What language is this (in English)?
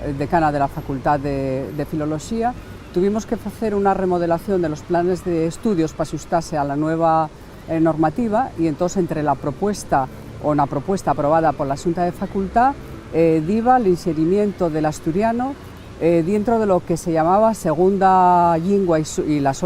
Asturian